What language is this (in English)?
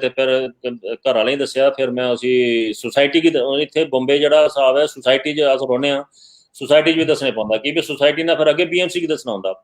Dogri